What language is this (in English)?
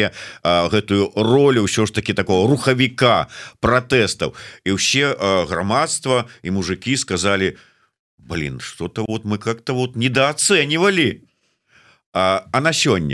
Belarusian